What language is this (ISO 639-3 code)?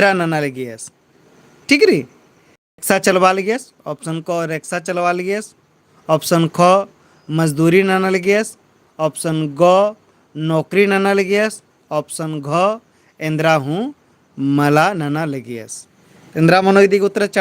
kru